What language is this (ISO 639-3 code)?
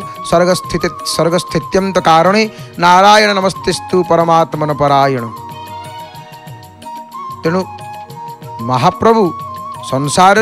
ori